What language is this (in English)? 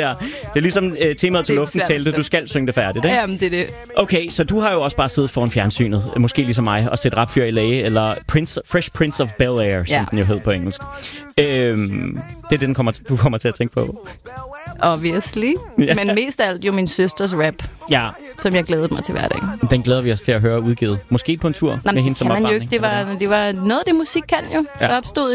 Danish